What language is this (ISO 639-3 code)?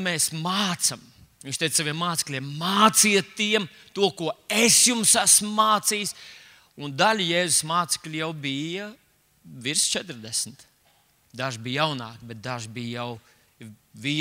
lav